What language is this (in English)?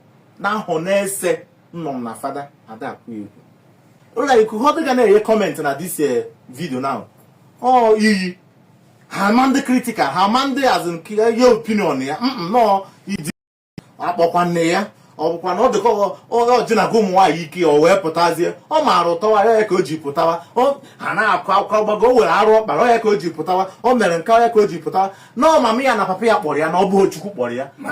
Igbo